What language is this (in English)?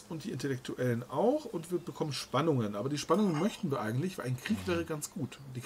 German